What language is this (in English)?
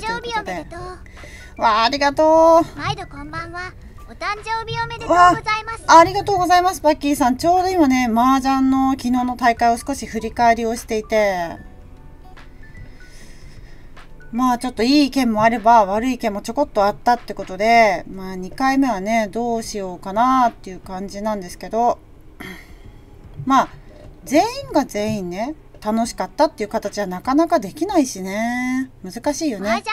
Japanese